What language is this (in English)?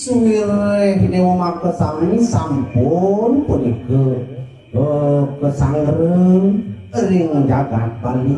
Balinese